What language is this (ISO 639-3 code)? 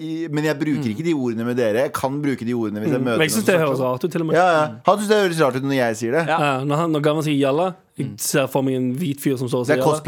nor